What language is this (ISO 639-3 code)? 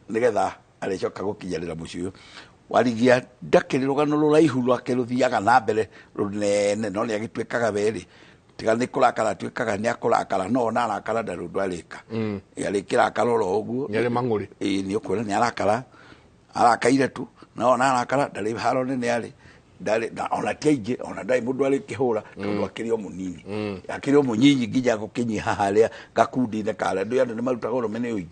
kik